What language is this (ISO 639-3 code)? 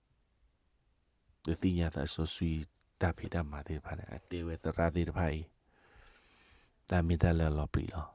ksw